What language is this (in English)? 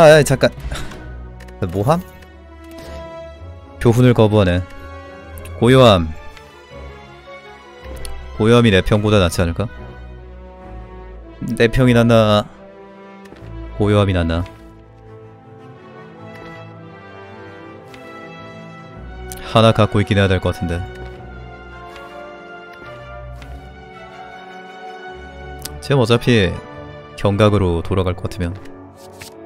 Korean